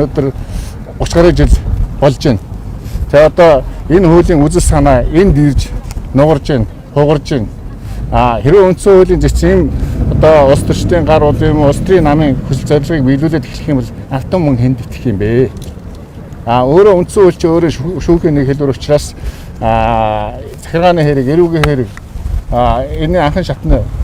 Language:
Mongolian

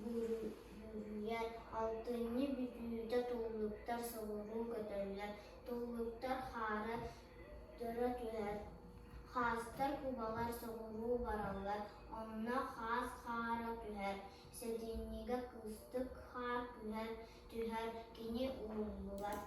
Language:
Yakut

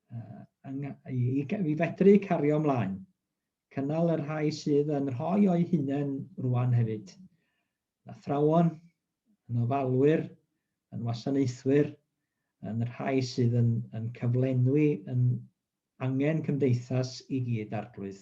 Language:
Welsh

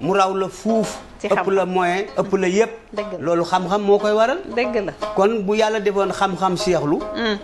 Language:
Wolof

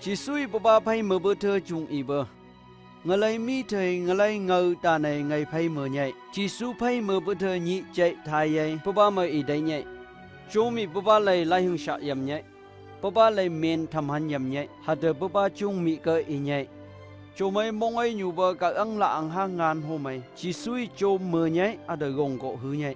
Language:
Phom Naga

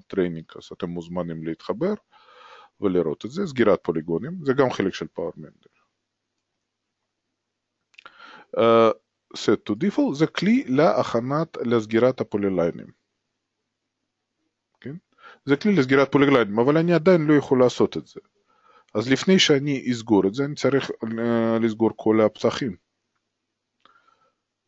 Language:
Hebrew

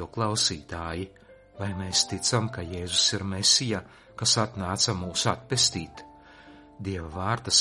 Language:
Latvian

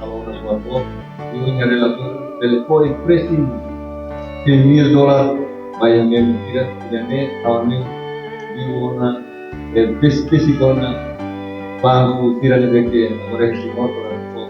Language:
Tetum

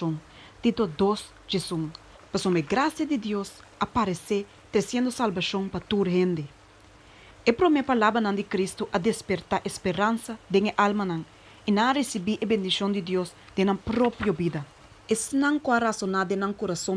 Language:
Papiamento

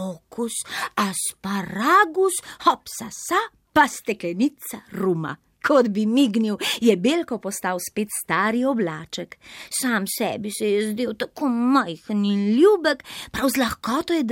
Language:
Slovenian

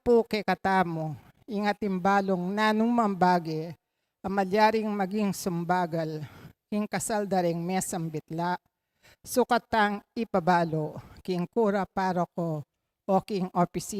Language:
Pampanga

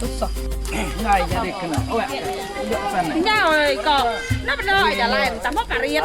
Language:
Iban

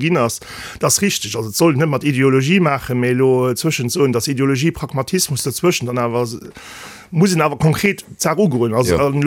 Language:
Luxembourgish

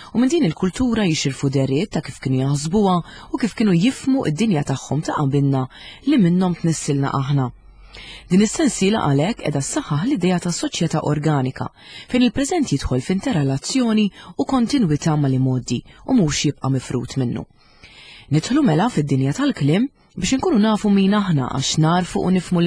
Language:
Maltese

